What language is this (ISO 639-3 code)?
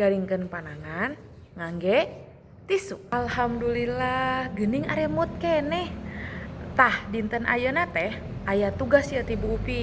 sun